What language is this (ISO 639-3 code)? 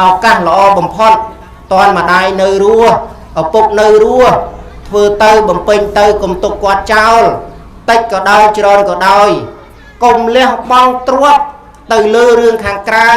khm